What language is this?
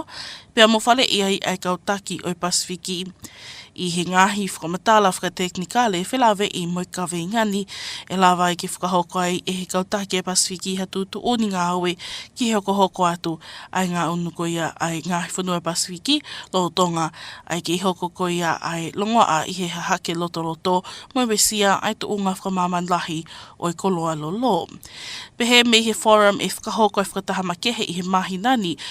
Tongan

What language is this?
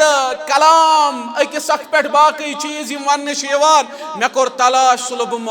Kashmiri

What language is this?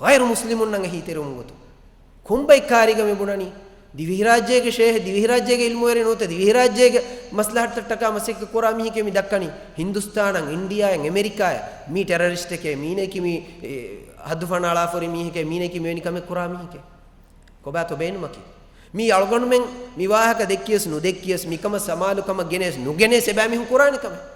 Divehi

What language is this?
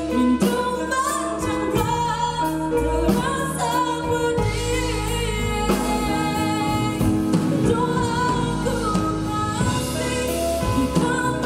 Malay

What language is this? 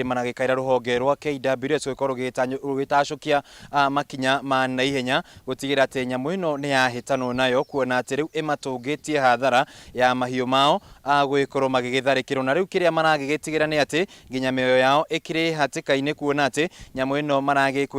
Kikuyu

